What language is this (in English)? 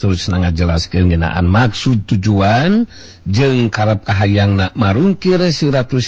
Sundanese